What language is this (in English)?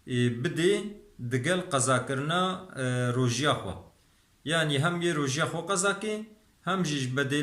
Kurdish